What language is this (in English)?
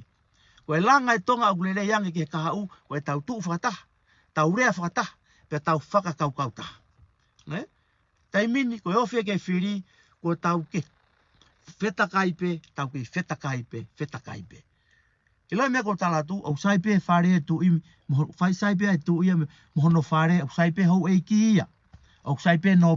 Tongan